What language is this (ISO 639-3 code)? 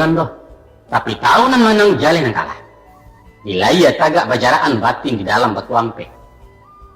min